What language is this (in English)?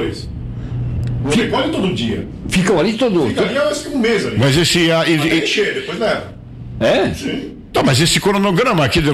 Portuguese